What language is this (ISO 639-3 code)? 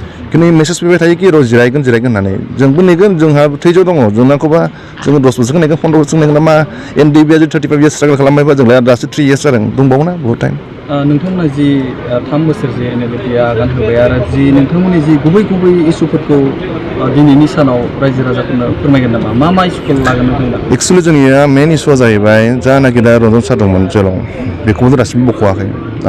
brx